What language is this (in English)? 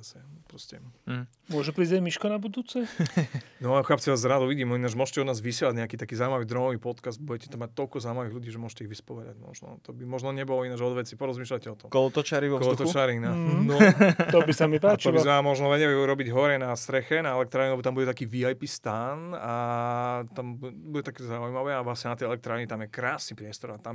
Slovak